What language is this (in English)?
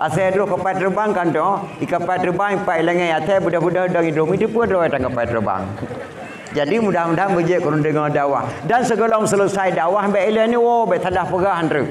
Achinese